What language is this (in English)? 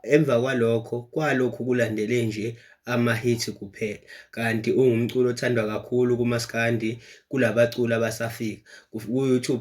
Zulu